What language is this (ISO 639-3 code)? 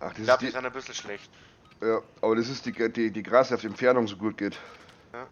bar